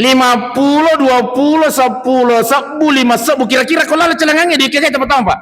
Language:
Buginese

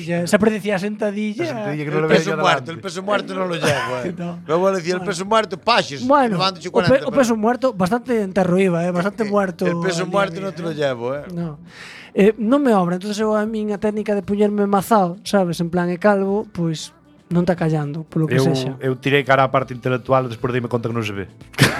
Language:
Galician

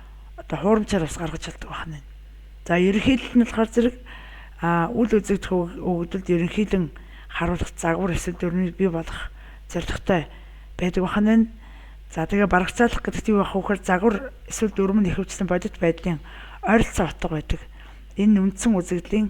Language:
Mongolian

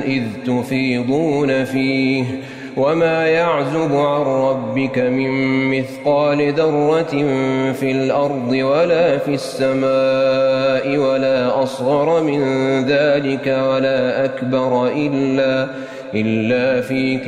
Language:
Arabic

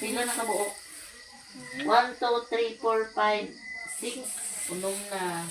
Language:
Cebuano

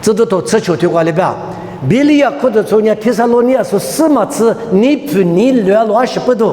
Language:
Lisu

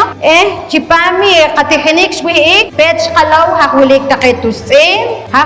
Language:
Poqomchi'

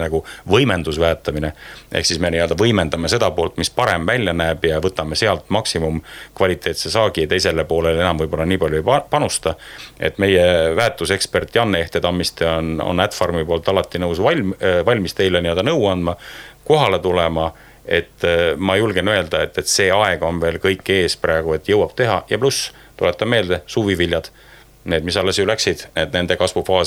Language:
Estonian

